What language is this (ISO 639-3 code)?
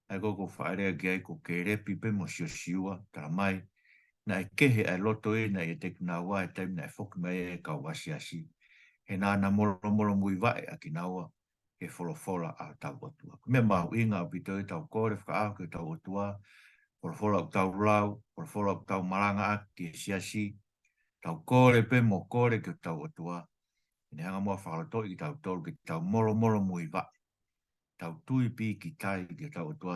ton